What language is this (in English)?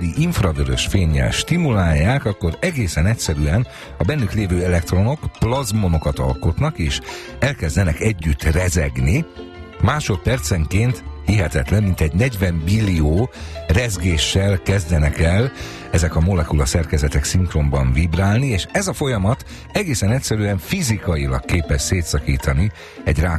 Hungarian